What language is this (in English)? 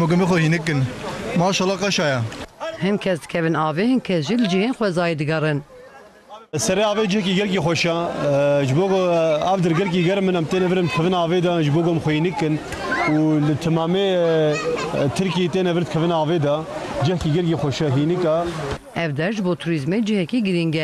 Kurdish